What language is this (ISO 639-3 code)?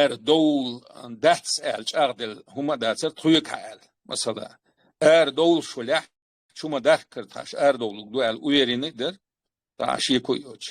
che